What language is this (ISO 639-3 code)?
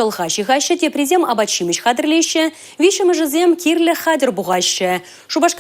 chv